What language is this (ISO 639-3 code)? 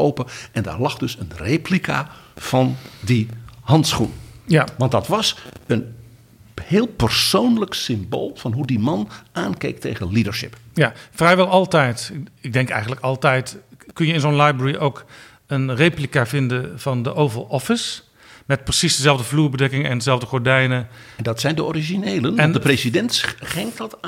nld